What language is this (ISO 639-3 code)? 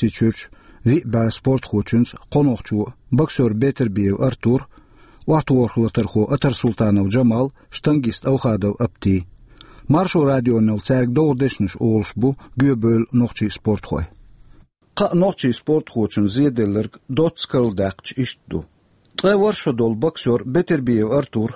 che